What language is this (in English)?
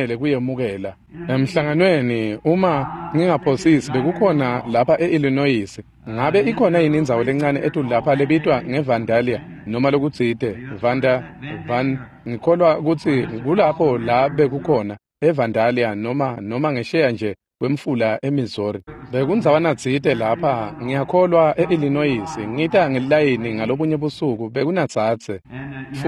Swati